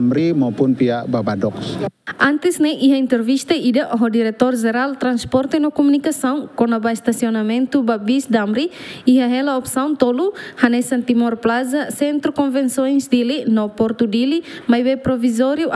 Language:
Tetum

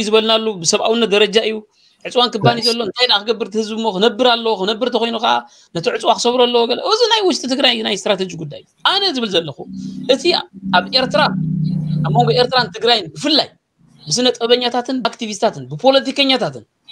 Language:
Tigrinya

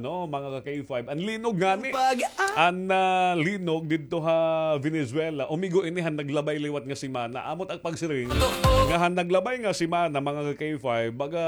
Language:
Waray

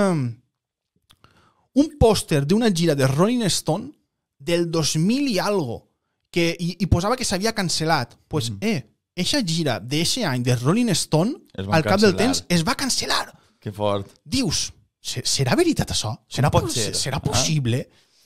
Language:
Catalan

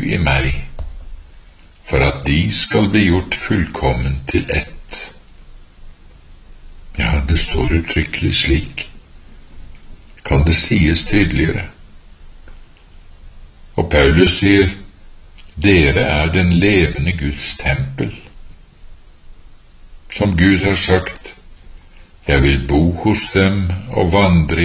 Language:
Norwegian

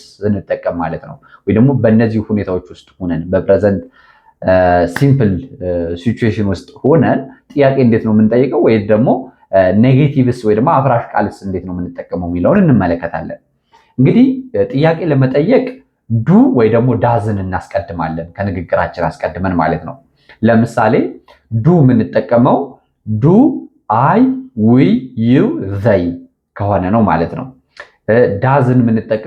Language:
Amharic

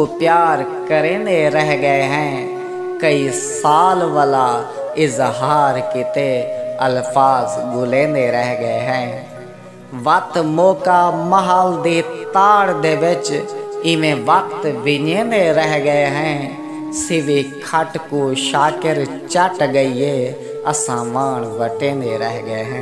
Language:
Saraiki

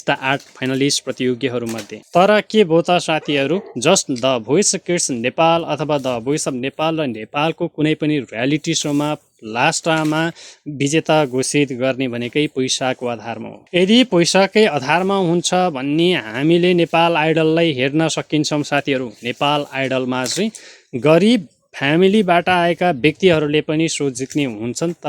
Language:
Nepali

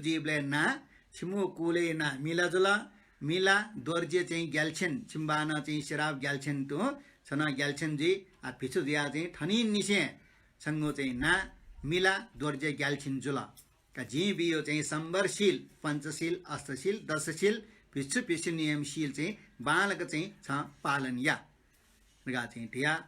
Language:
Newari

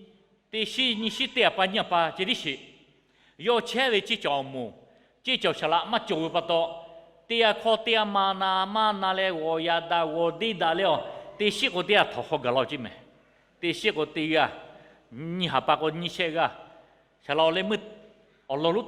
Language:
Lahu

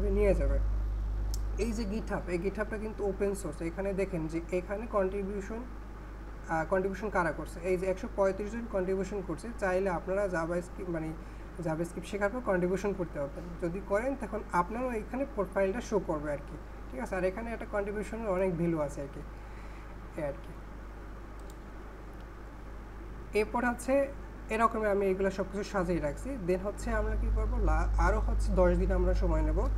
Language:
Bangla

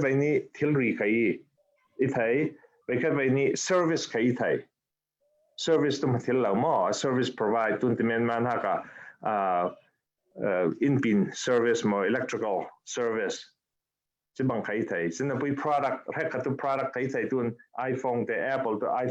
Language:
Falam Chin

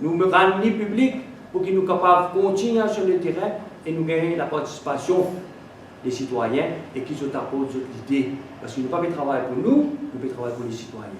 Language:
Morisyen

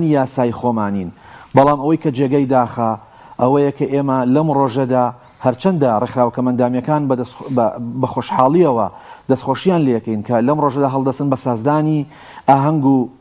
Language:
Central Kurdish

